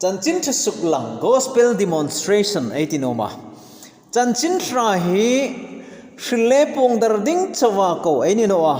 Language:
Hmar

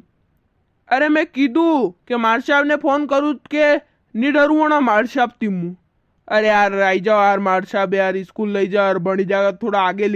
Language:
Rajasthani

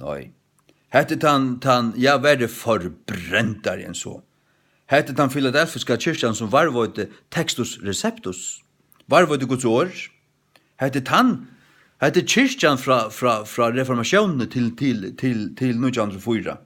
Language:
Faroese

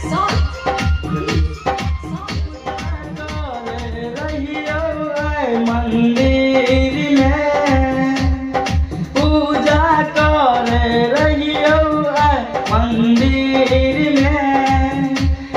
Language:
Maithili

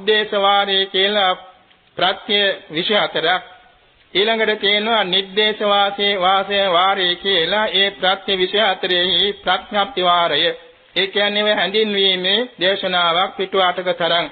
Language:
Sinhala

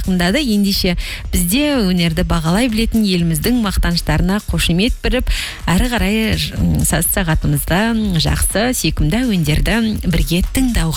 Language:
Kazakh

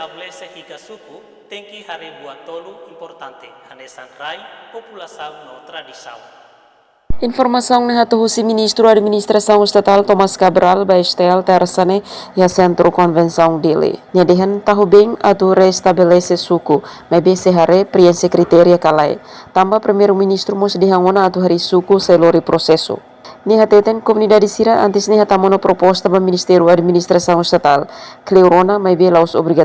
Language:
Tetum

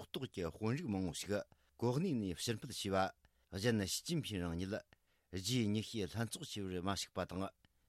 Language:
Tibetan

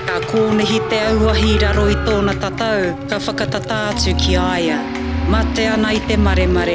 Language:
Māori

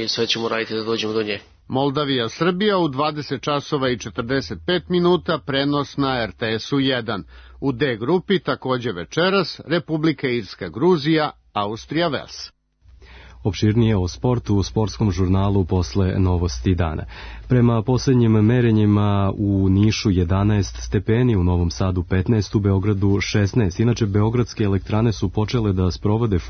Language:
Serbian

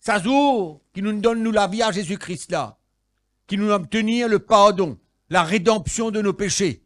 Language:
Morisyen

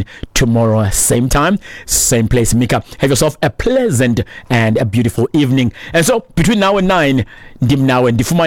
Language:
Xhosa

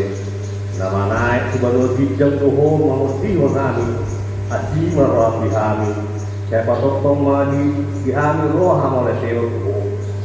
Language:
Batak Toba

